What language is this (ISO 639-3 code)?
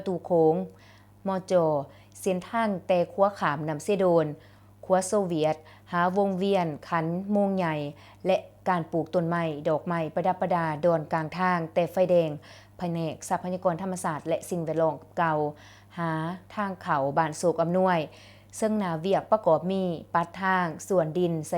lao